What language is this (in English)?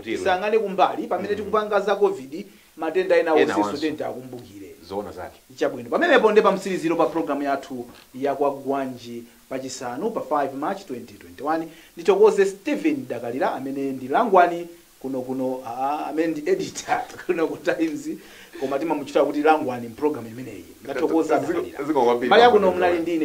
Nyanja